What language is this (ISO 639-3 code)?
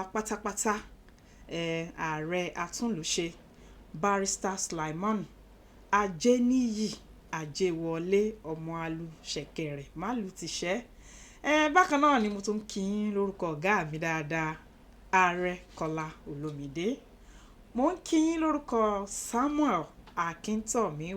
yor